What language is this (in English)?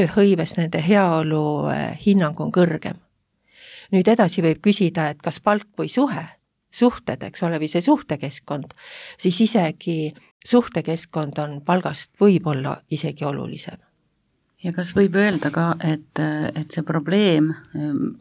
Estonian